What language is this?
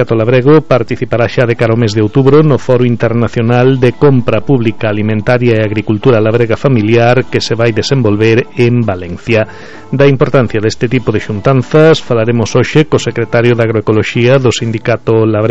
Galician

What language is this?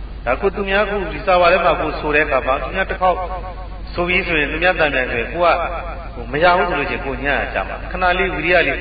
Burmese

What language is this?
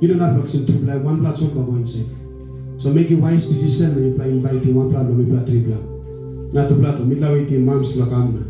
Tok Pisin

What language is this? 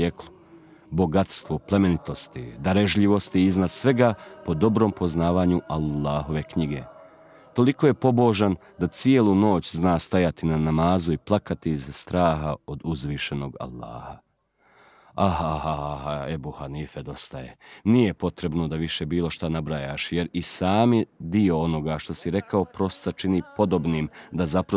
Croatian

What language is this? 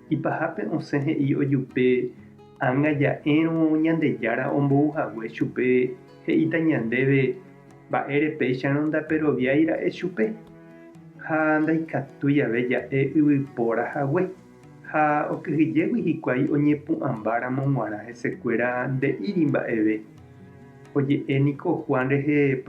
Guarani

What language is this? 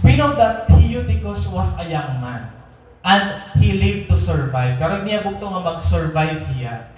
Waray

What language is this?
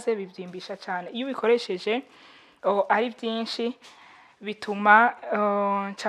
Rundi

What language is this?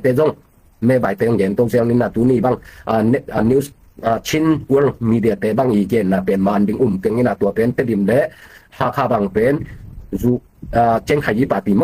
Tedim Chin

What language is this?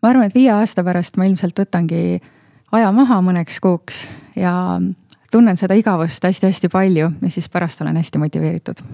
Estonian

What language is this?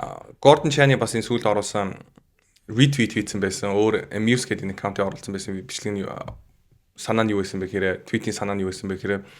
Mongolian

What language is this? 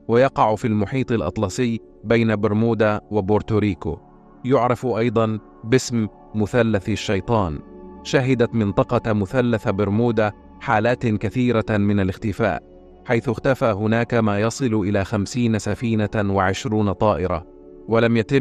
Arabic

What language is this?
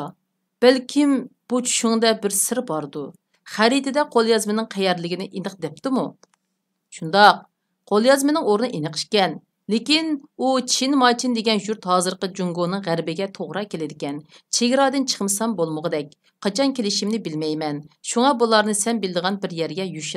Uyghur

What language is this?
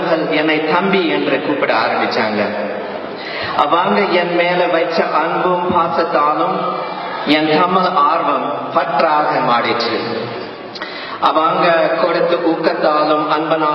Tamil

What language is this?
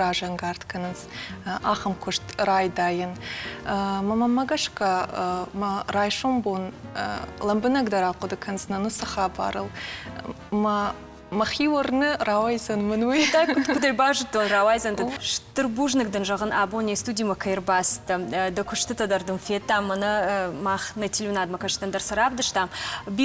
Ossetic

